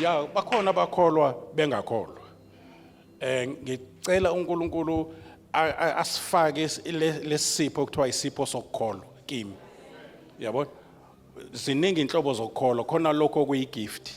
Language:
Zulu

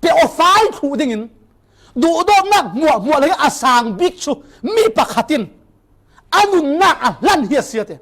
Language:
Falam Chin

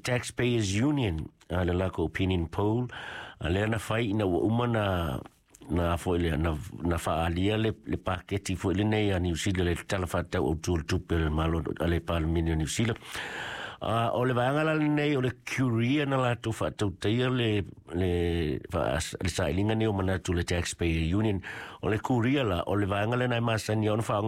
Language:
Samoan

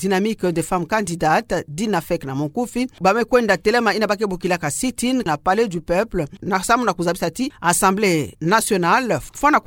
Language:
Kituba (Democratic Republic of Congo)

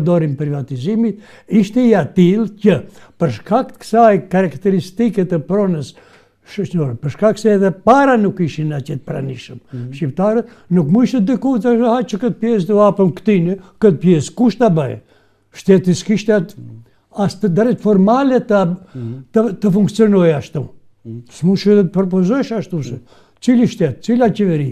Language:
Albanian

